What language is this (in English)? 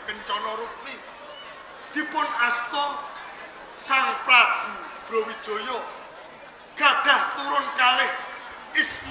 Javanese